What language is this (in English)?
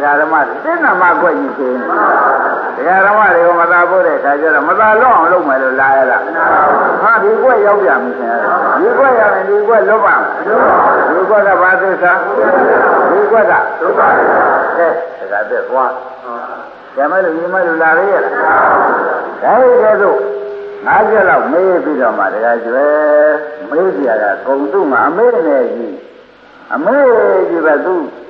Burmese